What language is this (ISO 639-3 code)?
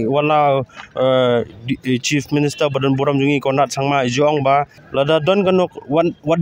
kha